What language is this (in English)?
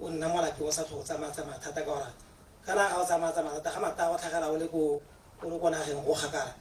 Tswana